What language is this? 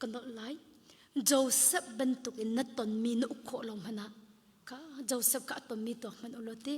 Hakha Chin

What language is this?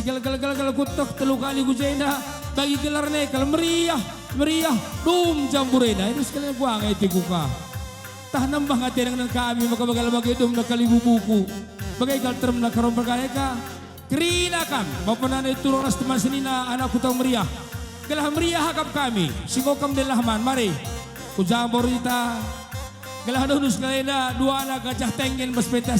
Batak Karo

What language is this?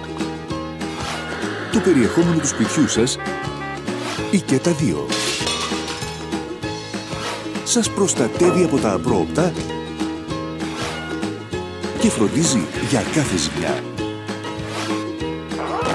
Greek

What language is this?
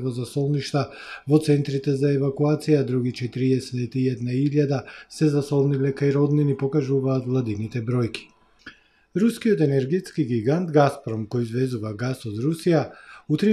Macedonian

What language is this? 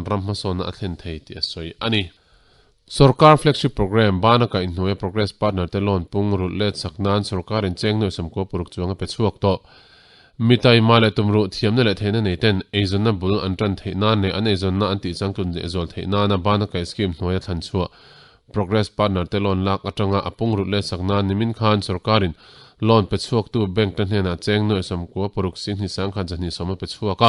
Mizo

